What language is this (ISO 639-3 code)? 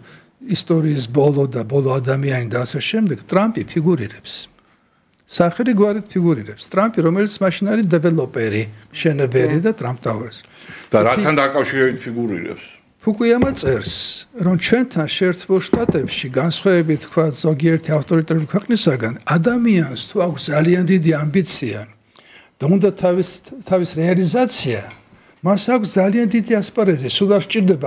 kat